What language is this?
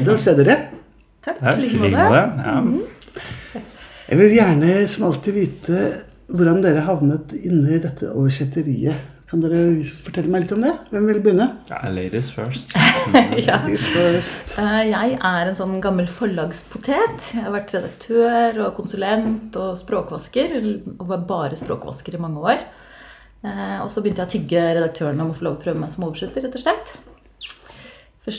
Norwegian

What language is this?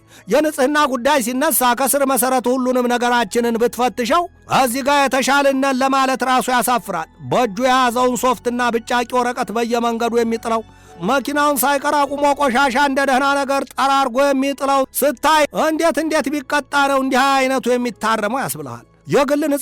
Amharic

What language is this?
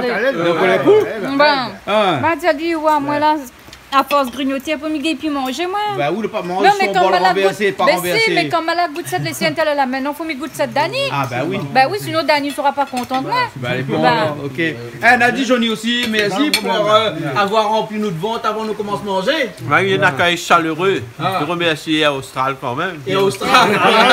Réunion Creole French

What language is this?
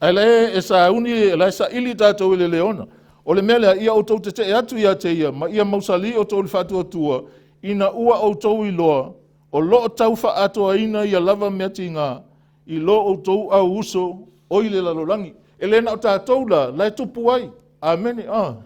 Samoan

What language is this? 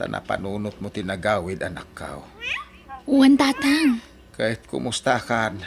Iloko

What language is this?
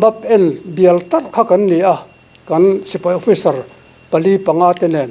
Mizo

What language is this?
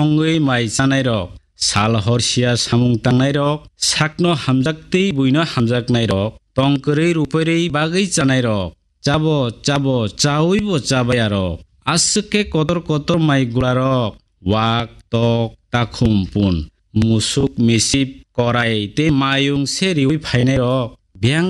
Kok Borok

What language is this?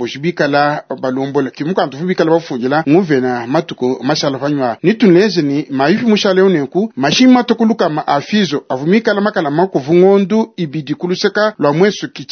Luba-Lulua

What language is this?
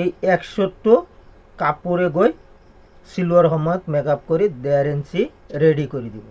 Assamese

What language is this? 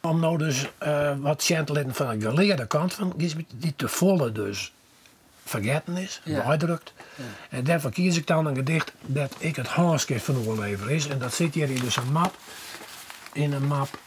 Western Frisian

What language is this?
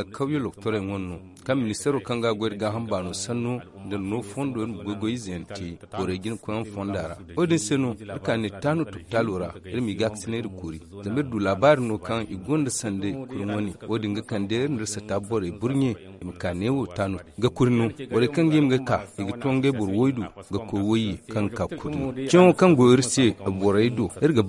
Zarma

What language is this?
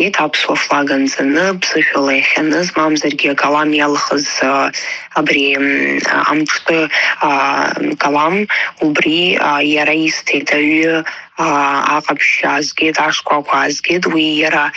Abkhazian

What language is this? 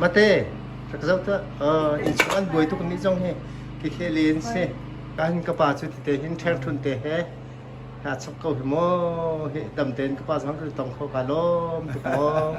Hakha Chin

